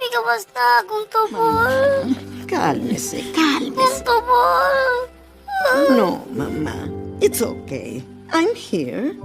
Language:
Waray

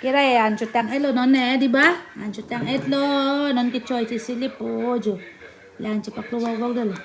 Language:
Karbi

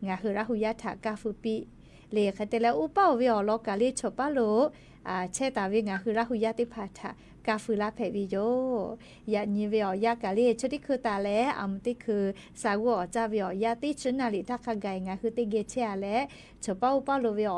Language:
Lahu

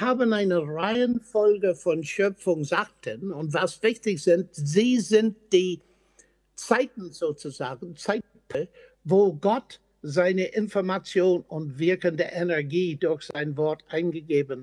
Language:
German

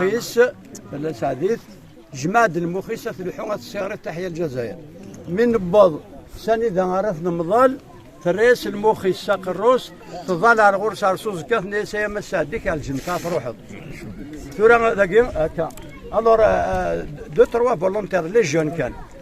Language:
Kabyle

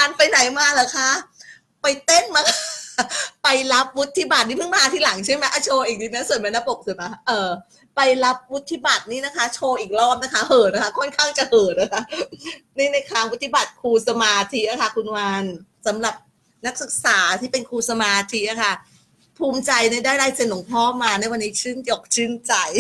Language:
Thai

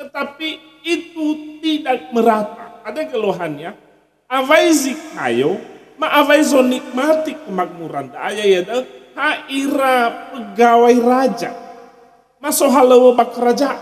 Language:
Nias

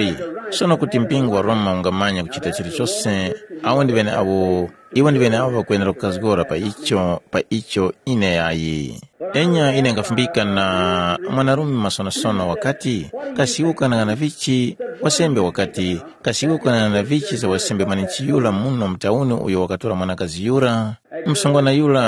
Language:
Tumbuka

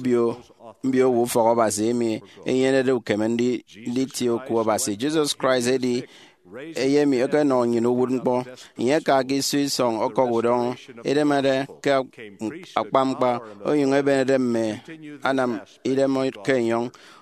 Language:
Efik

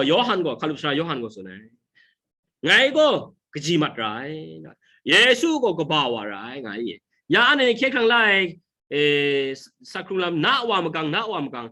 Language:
Kachin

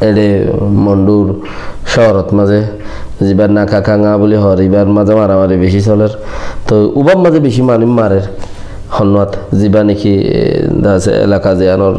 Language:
Rohingya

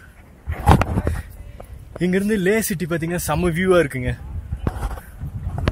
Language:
Tamil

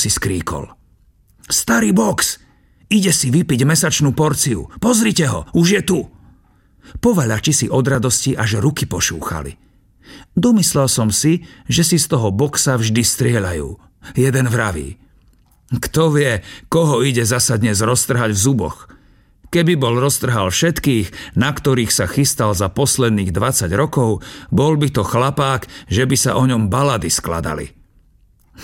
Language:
Slovak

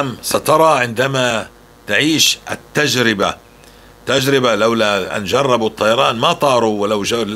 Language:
North Levantine Arabic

